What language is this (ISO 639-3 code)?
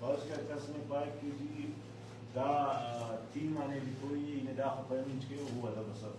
brh